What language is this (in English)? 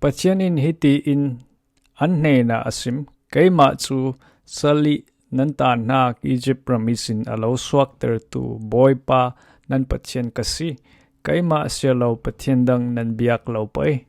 Falam Chin